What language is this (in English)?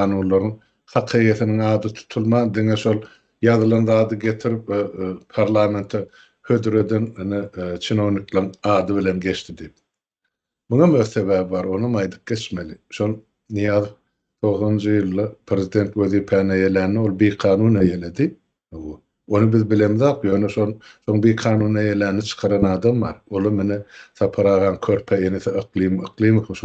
Turkmen